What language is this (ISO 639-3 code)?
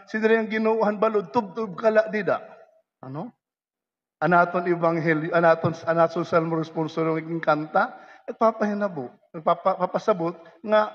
war